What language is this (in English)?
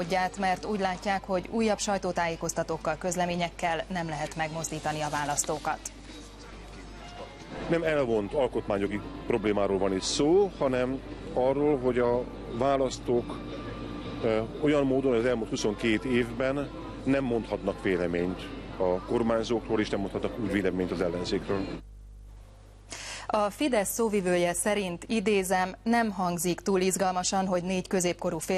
Hungarian